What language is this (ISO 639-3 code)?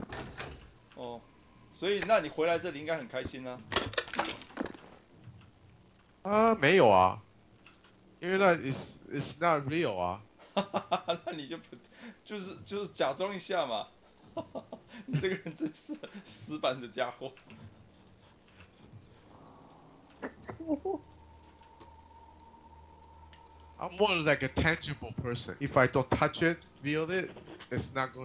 zho